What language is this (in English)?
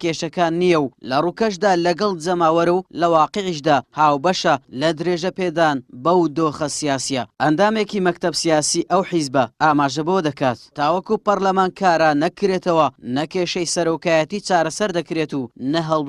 Central Kurdish